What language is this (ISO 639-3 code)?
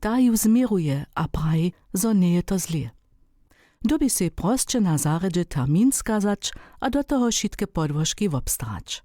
hsb